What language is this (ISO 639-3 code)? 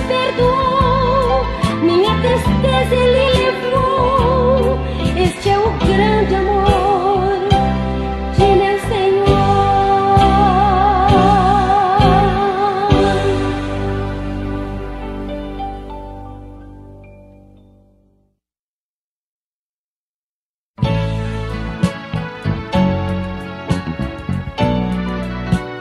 por